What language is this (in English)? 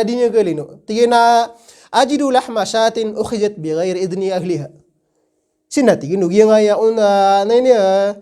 Maranao